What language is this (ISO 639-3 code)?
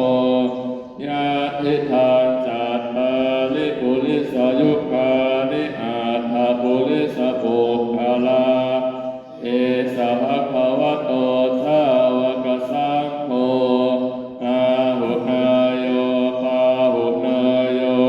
pli